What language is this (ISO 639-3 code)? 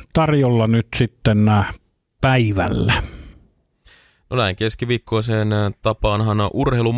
fin